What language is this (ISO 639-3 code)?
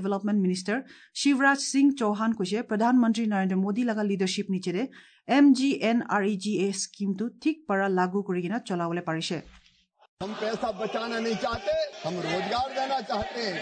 asm